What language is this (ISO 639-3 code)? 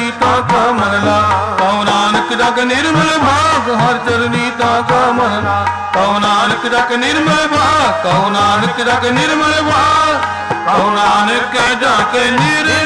pan